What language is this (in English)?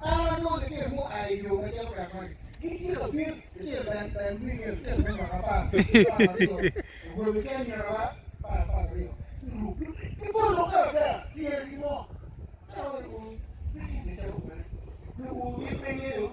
Acoli